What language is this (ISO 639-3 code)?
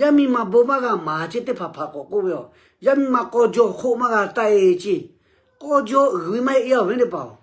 lhu